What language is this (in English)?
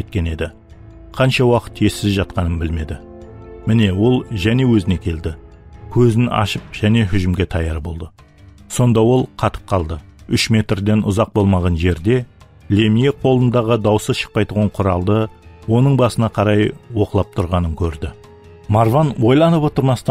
Kara-Kalpak